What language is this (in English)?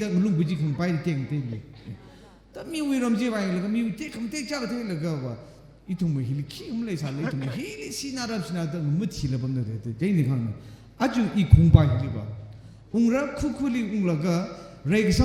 Tangkhul Naga (India)